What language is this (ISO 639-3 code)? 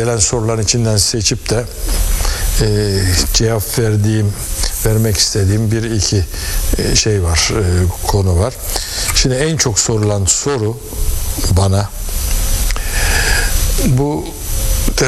tur